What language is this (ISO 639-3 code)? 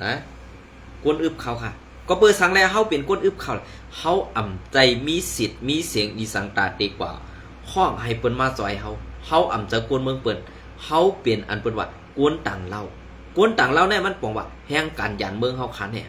shn